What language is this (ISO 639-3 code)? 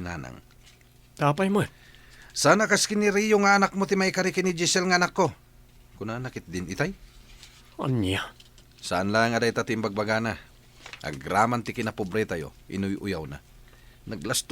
ilo